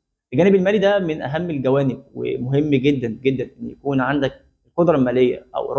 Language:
Egyptian Arabic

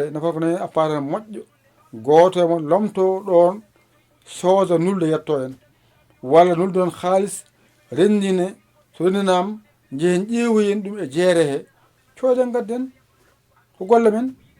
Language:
Fula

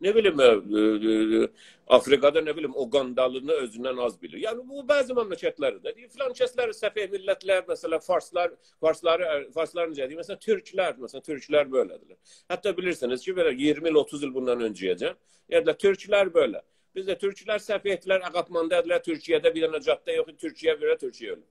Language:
South Azerbaijani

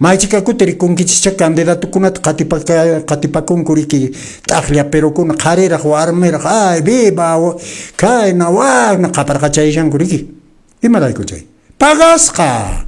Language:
Quechua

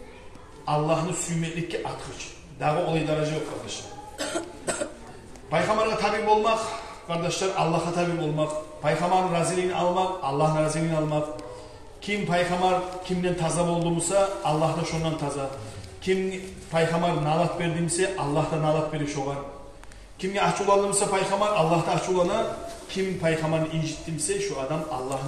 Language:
Kumyk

